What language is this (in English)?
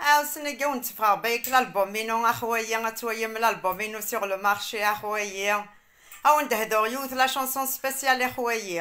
Kabyle